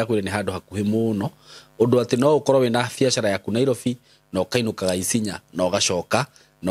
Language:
Kikuyu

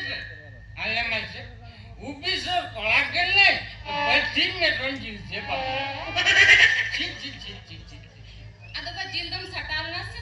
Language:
Santali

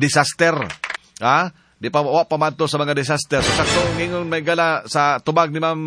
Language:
Cebuano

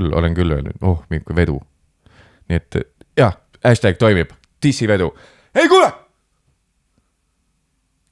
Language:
Estonian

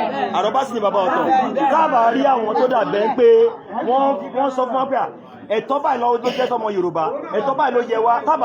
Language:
Yoruba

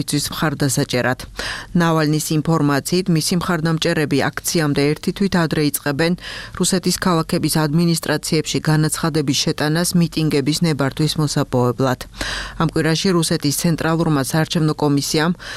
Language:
Georgian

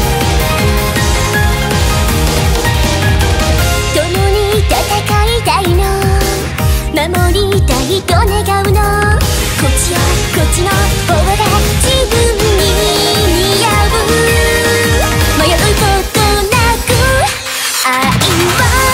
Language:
Japanese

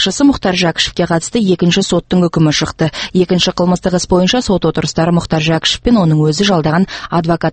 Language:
Kazakh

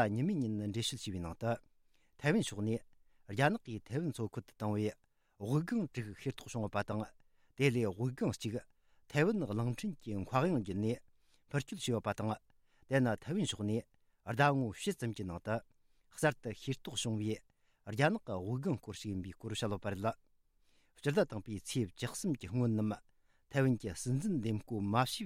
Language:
Tibetan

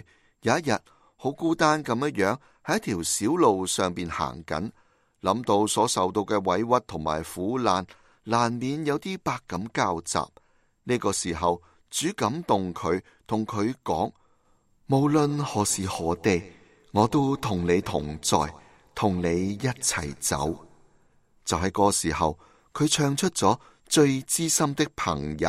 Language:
Cantonese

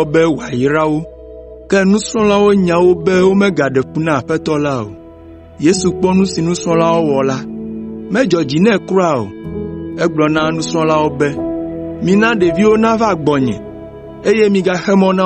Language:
Ewe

